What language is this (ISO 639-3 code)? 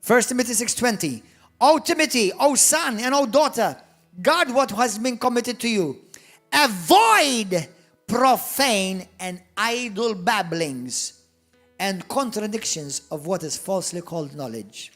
eng